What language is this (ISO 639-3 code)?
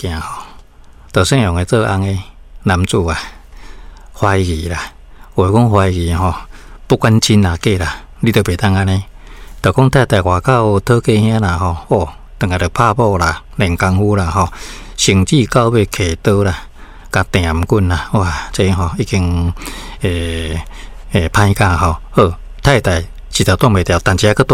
nan